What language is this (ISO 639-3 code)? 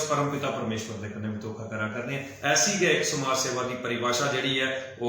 doi